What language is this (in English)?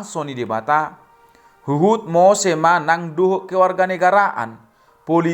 Batak Toba